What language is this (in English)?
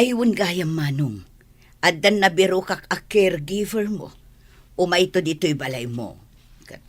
Iloko